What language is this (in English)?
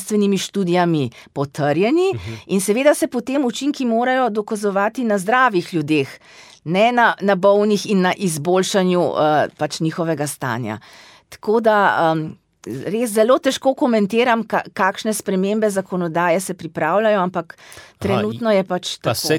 Slovenian